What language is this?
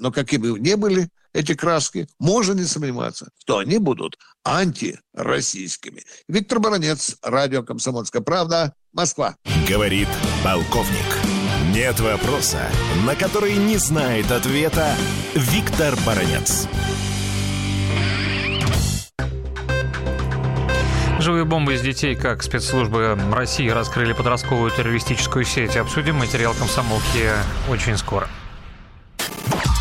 Russian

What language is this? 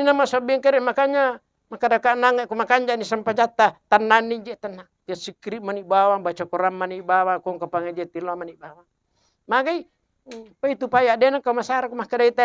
Buginese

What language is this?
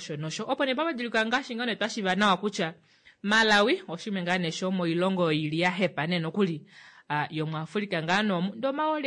Kuanyama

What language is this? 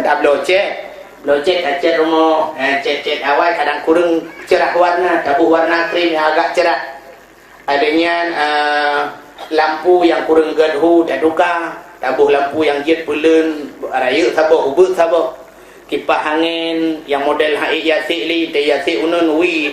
Achinese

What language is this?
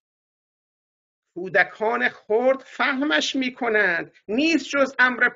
Persian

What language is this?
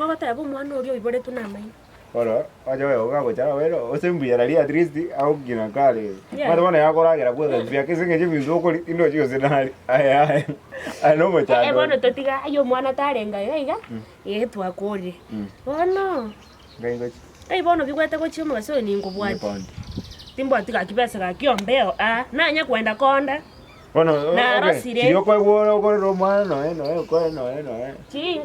Gusii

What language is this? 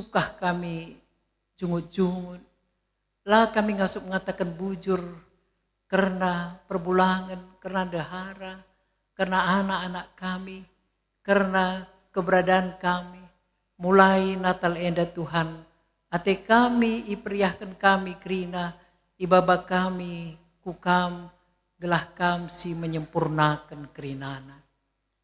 Batak Karo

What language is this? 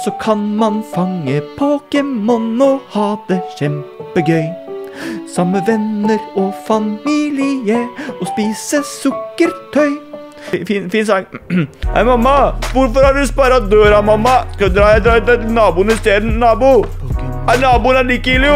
Norwegian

